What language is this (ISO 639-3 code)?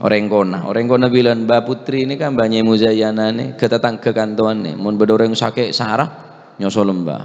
mad